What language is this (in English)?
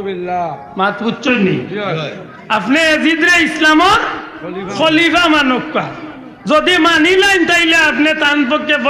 Sylheti